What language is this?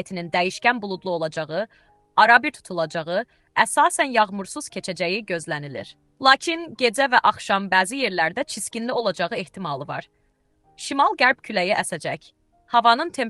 Azerbaijani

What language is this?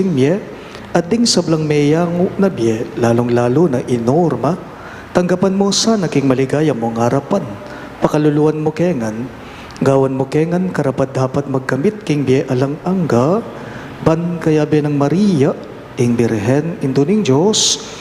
Pampanga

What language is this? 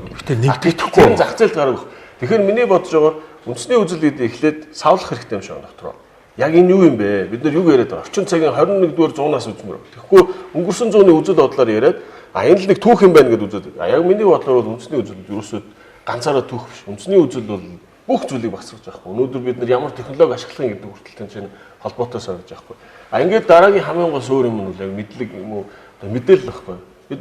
Mongolian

